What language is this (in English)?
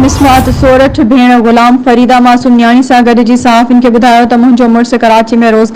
Sindhi